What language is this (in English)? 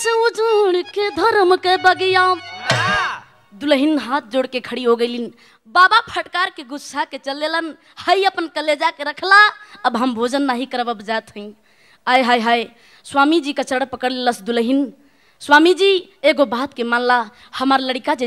Bhojpuri